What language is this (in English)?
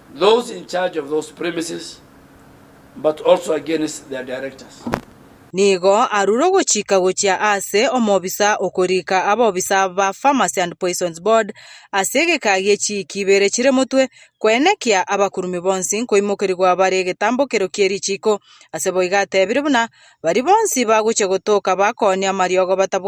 Gusii